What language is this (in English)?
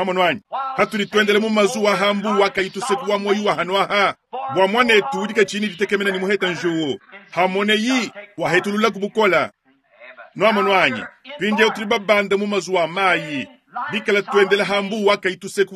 Luba-Lulua